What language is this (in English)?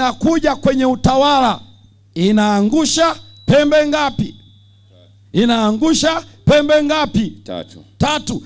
Swahili